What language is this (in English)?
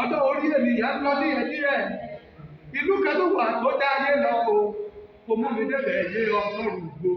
Yoruba